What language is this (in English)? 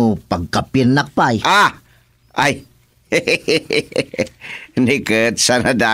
Iloko